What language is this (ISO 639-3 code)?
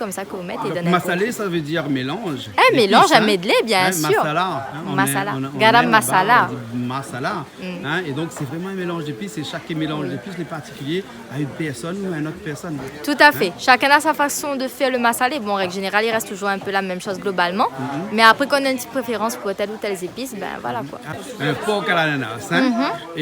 rcf